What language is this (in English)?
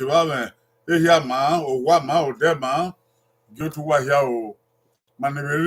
Bini